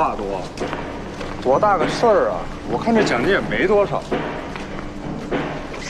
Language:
Chinese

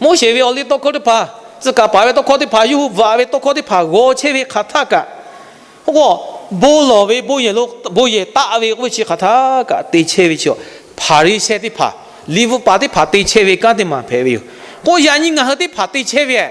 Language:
Lahu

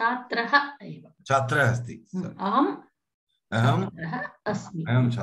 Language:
Sanskrit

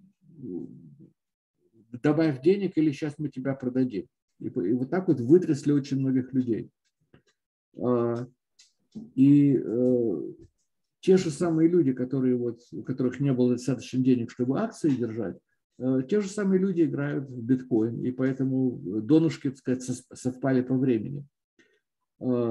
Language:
Russian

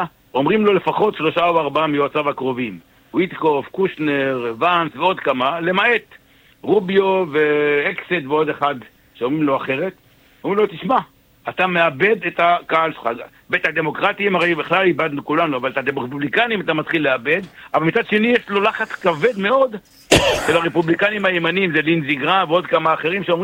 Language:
Hebrew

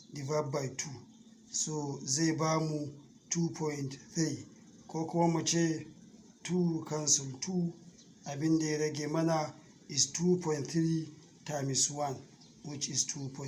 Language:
Hausa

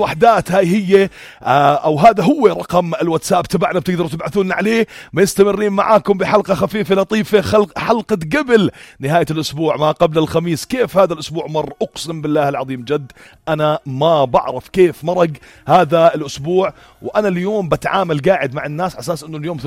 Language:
North Levantine Arabic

